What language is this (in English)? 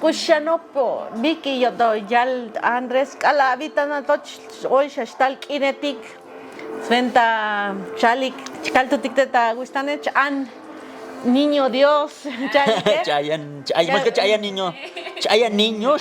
Tzotzil